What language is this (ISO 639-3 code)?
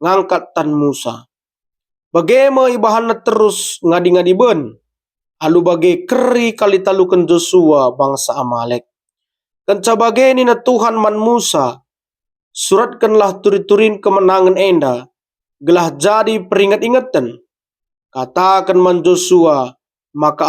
btx